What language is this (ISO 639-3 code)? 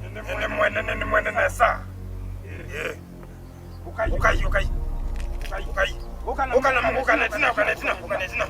kam